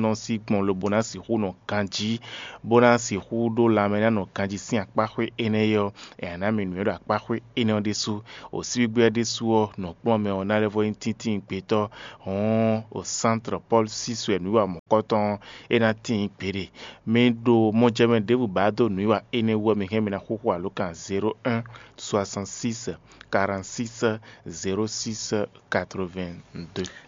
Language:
Fon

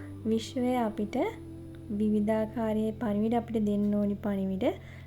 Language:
Sinhala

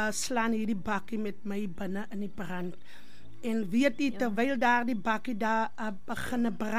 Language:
Afrikaans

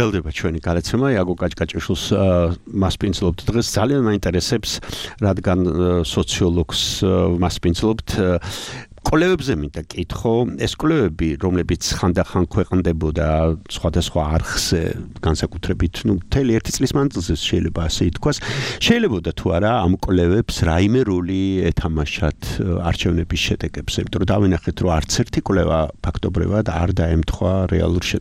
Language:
Georgian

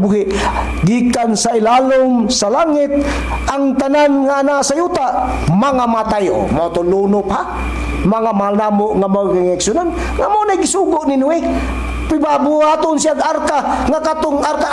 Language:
Cebuano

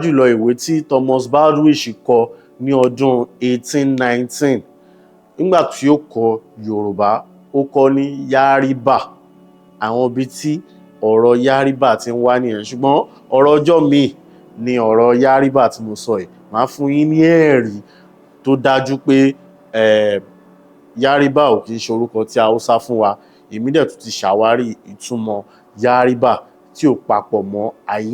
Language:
Yoruba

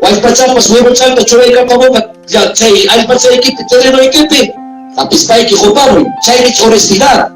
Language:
Ayacucho Quechua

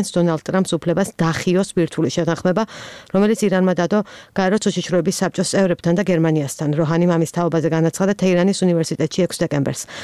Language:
Georgian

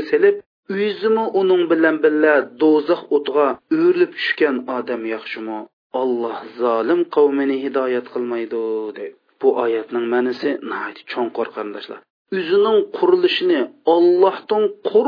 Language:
Uyghur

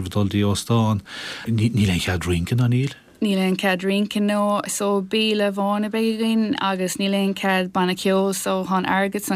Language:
Irish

